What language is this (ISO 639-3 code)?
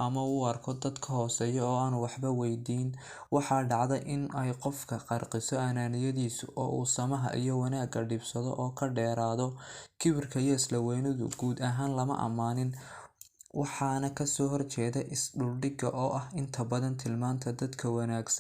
som